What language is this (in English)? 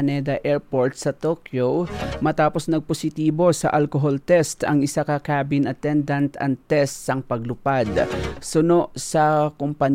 Hiligaynon